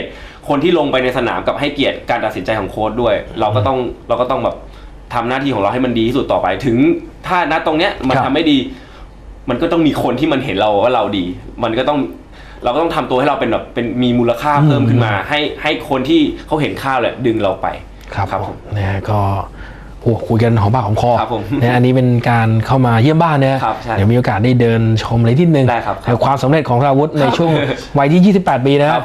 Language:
Thai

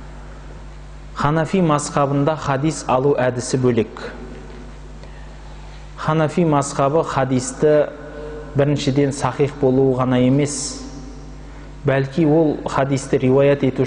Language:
Kazakh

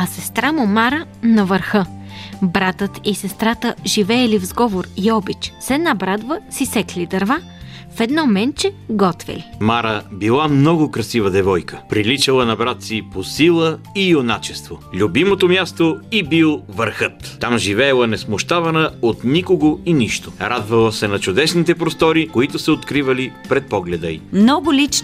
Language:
Bulgarian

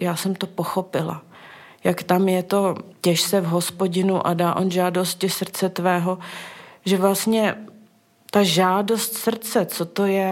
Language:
Czech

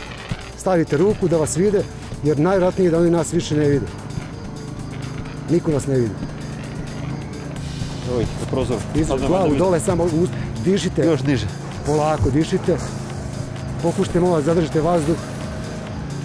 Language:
Serbian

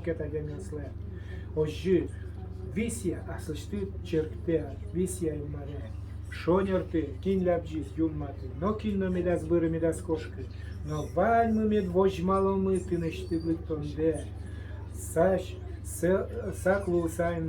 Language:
Udmurt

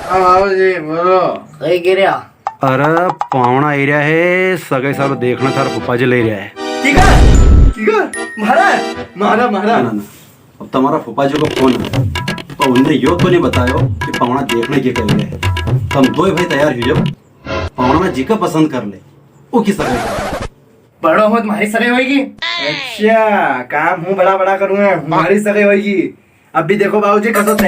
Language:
Rajasthani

